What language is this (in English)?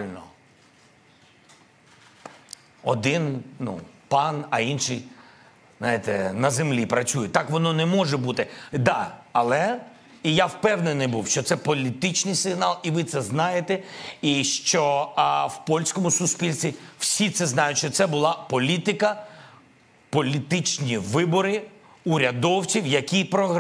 Ukrainian